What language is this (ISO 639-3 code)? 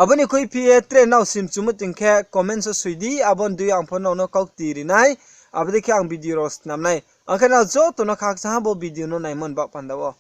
ria